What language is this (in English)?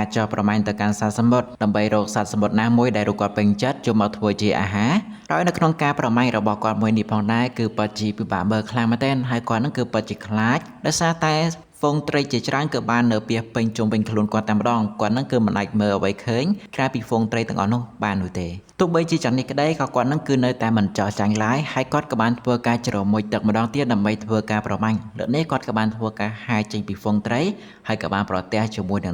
Khmer